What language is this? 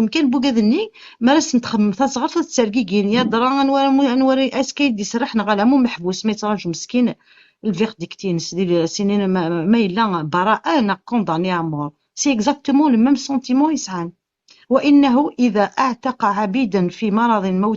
Kabyle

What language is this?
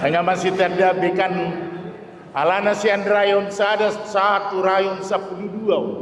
Batak Toba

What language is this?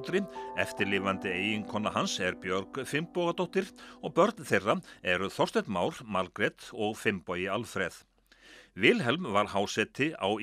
Icelandic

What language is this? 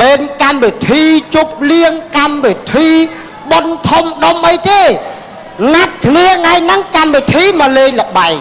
Khmer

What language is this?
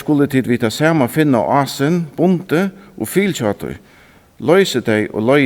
Faroese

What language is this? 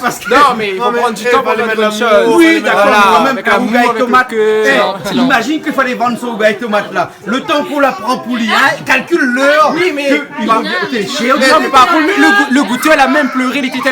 Réunion Creole French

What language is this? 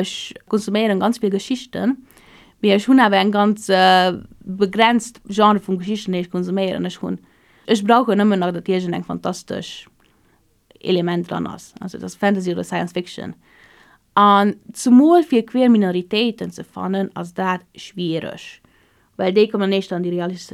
Luxembourgish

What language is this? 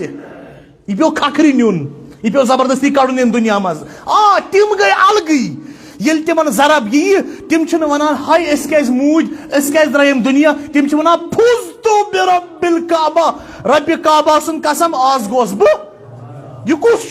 Kashmiri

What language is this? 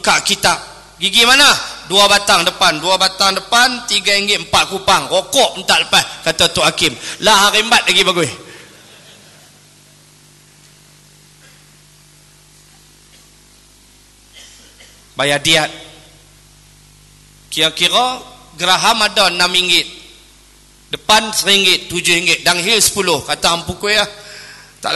Malay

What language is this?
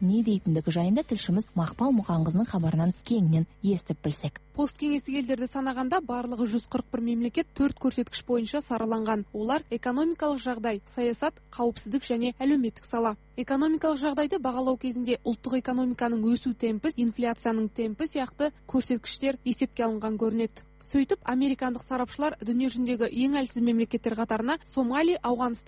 Kazakh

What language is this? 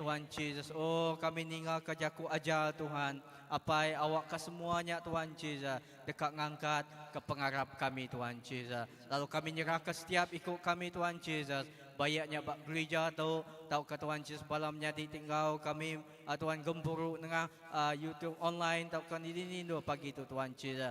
Iban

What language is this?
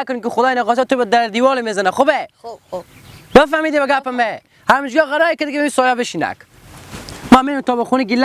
Persian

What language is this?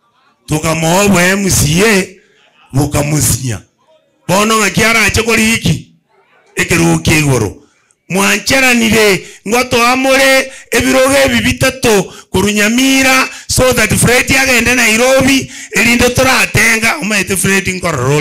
Gusii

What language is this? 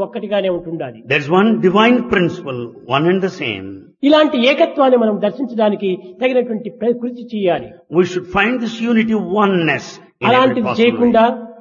Telugu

